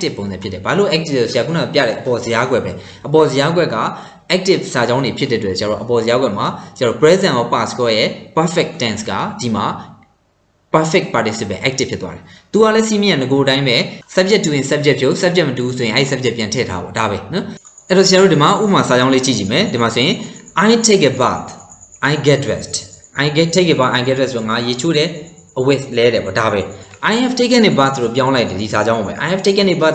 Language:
Burmese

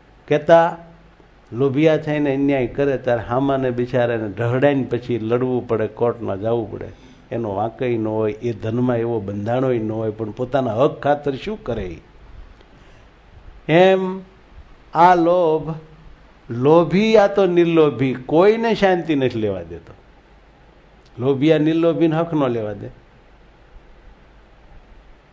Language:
Gujarati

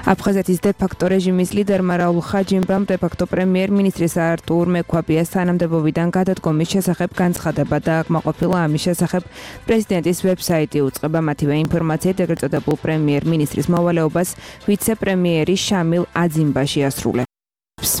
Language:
Georgian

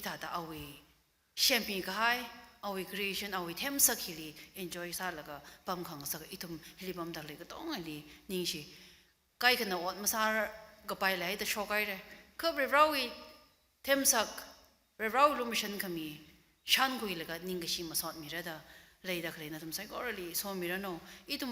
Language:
Tangkhul Naga (India)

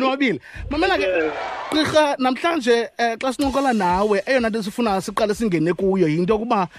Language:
Xhosa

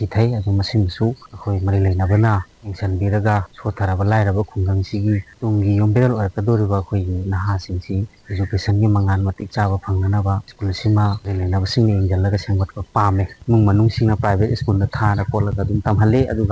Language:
Manipuri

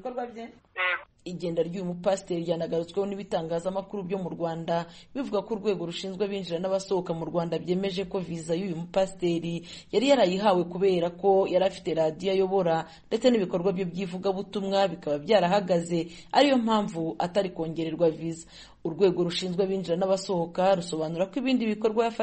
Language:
Kinyarwanda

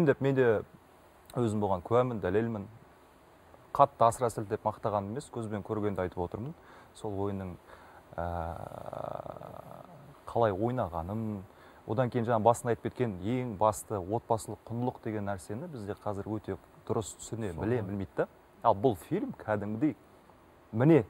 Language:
Kazakh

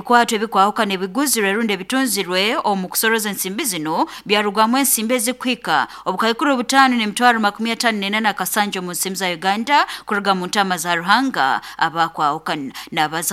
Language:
Nyoro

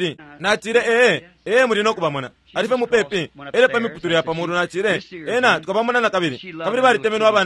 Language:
Bemba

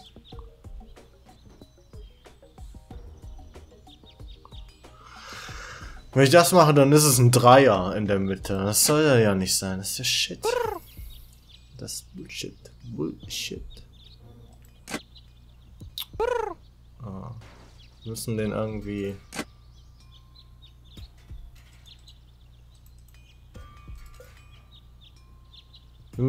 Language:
German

